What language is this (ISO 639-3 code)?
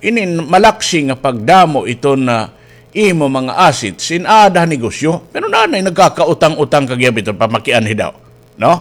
war